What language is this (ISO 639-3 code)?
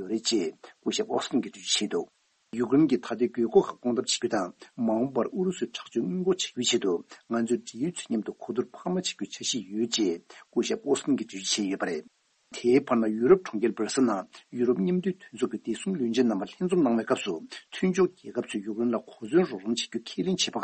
bod